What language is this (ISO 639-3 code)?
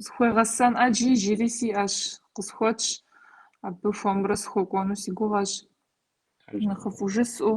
kbd